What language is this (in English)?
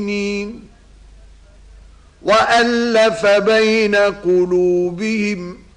Arabic